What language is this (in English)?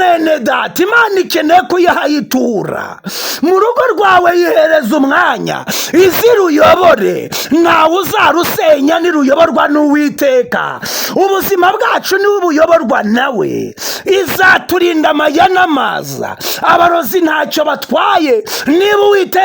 Kinyarwanda